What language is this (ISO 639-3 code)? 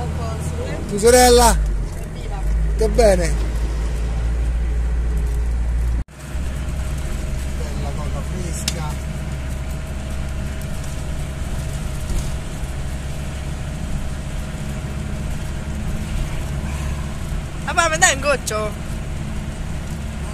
ita